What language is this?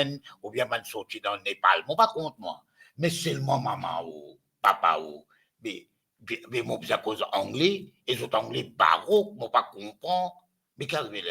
Morisyen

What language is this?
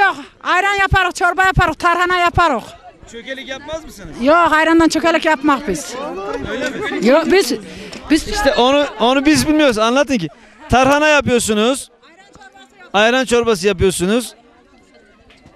Turkish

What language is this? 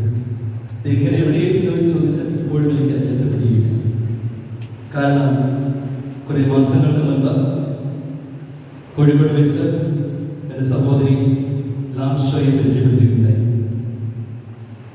Malayalam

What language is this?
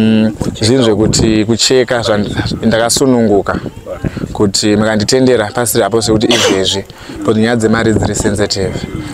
Shona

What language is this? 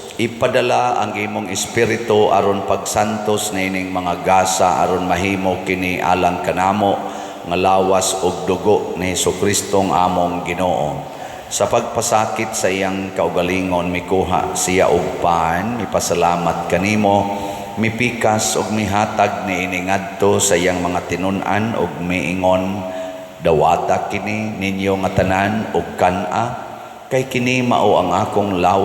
Cebuano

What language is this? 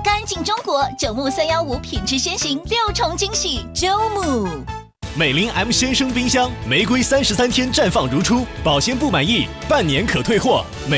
Chinese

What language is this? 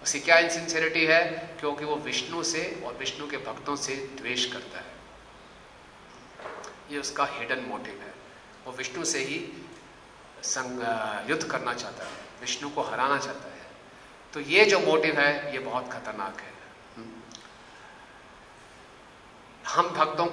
Hindi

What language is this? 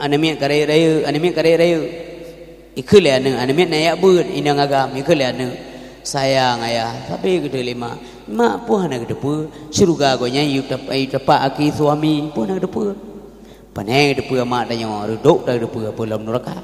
Achinese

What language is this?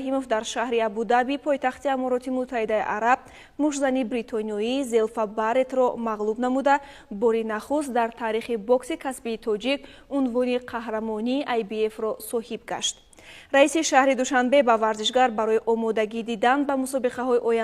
Tajik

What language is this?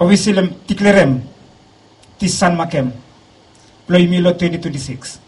Bislama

